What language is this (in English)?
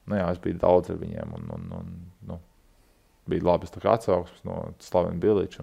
Latvian